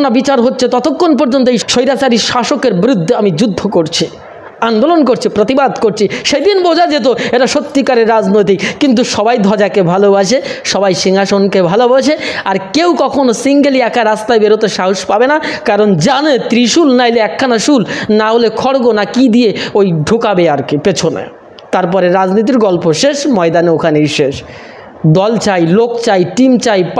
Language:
Bangla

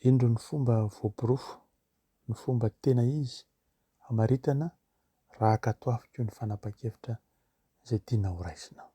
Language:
Malagasy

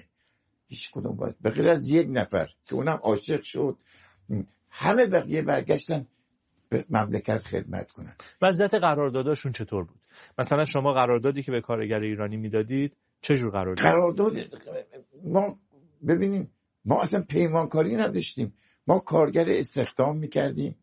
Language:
Persian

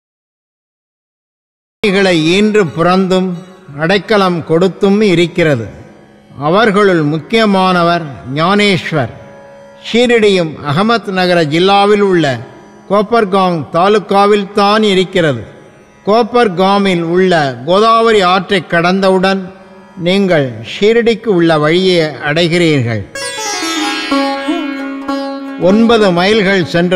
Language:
Tamil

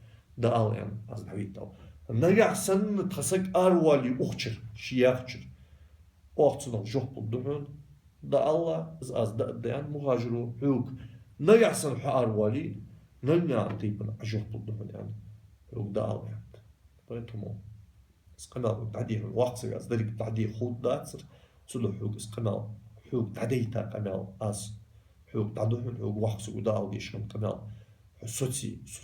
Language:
Ingush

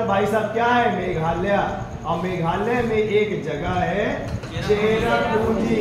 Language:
Hindi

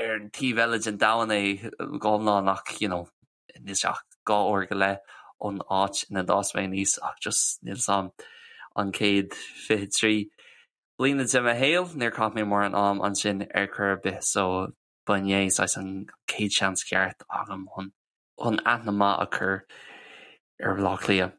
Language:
Irish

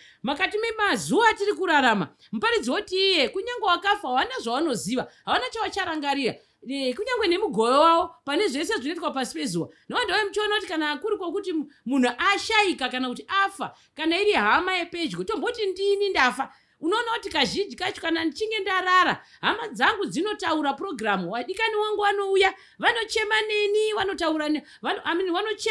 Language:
Shona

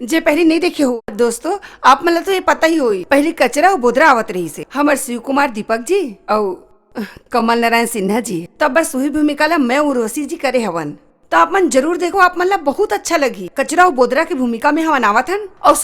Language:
Chhattisgarhi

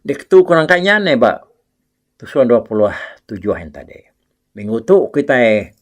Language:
Iban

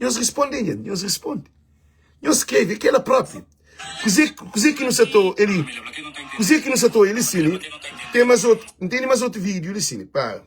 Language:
Kabuverdianu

